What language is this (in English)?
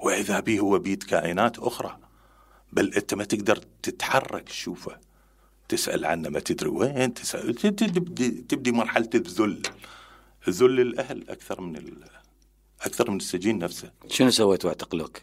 Mesopotamian Arabic